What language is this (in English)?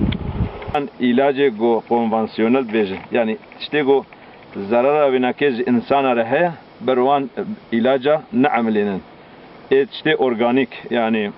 Kurdish